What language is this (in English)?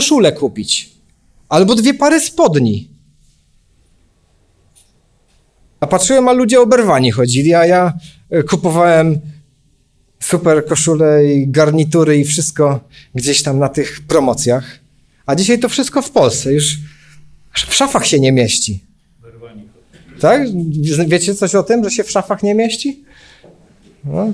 Polish